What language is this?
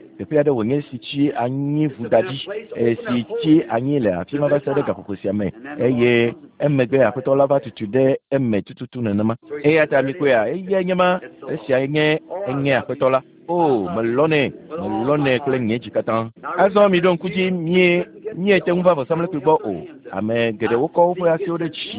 Ewe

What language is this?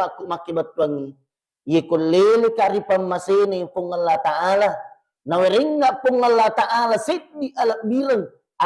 Buginese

